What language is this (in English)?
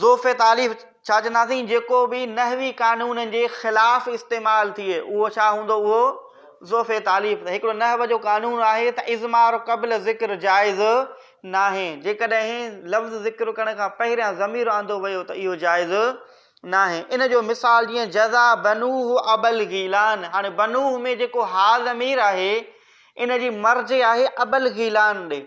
Sindhi